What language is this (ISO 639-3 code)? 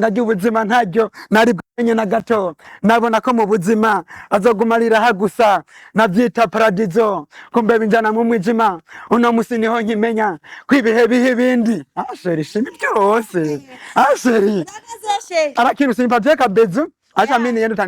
run